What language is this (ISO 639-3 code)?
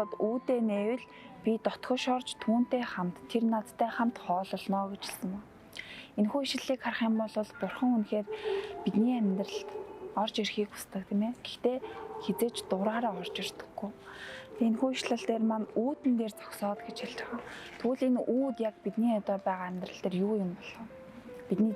mon